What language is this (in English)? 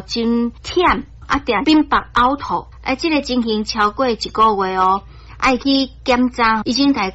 Min Nan Chinese